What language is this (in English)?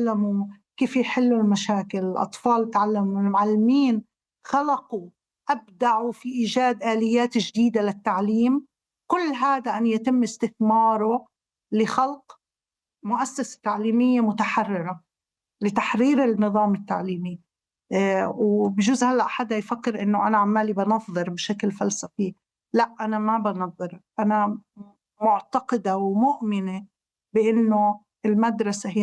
North Levantine Arabic